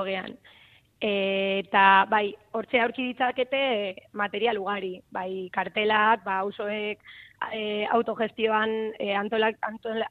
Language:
Basque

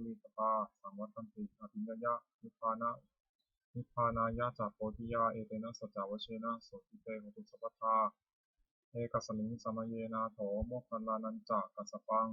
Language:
Pali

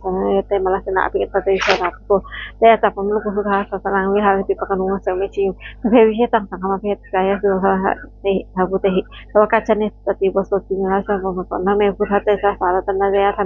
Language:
Pali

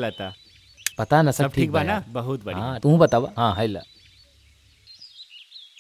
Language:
Bhojpuri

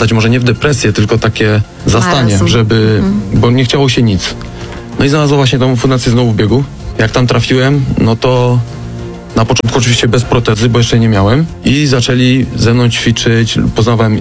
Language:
Polish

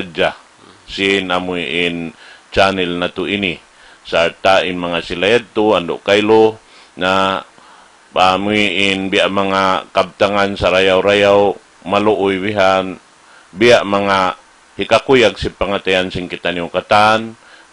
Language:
Tausug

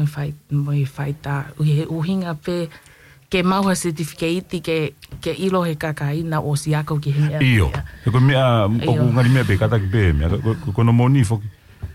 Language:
Tongan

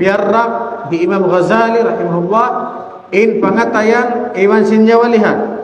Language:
Tausug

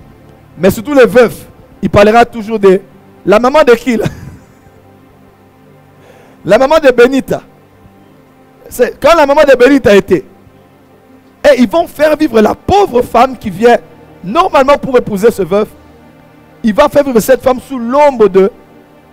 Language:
French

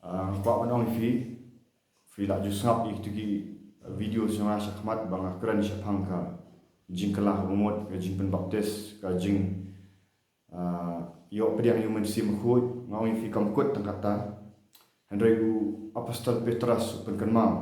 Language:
Khasi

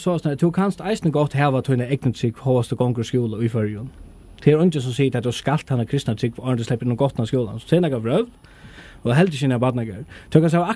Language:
Faroese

